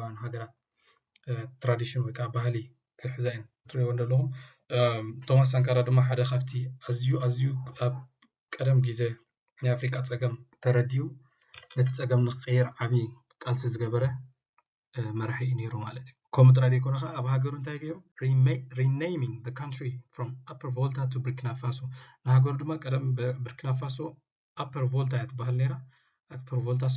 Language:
Tigrinya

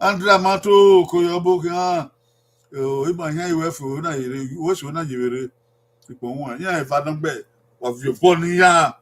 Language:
Bini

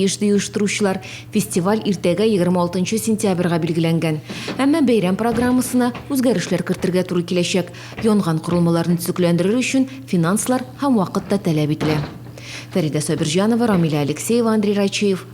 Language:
Tatar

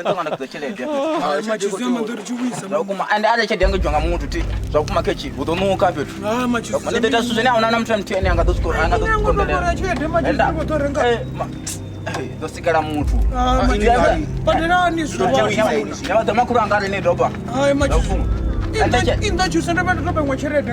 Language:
Venda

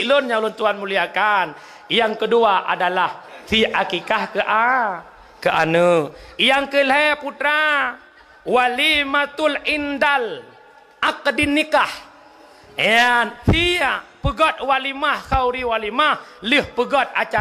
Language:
Achinese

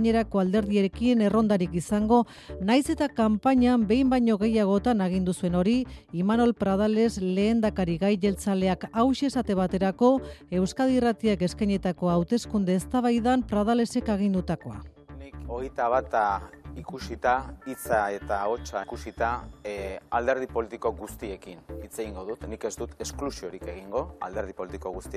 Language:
Basque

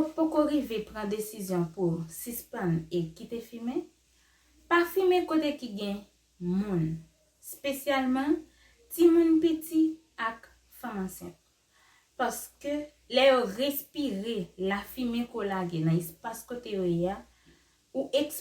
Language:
Haitian Creole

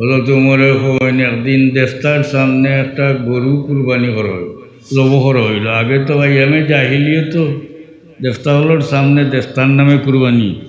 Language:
Sylheti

